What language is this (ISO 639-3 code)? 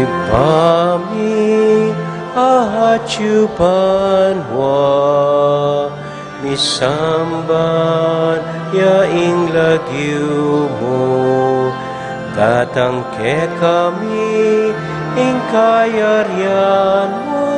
pam